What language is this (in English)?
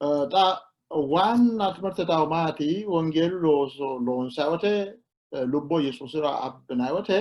Sidamo